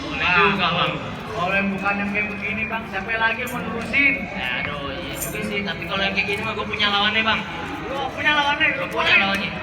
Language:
Betawi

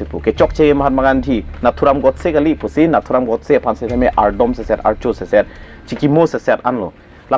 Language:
Karbi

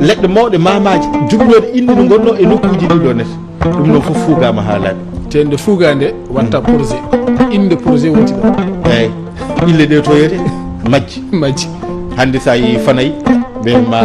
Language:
Fula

